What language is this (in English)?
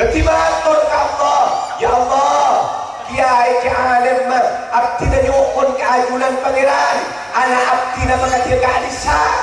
Madurese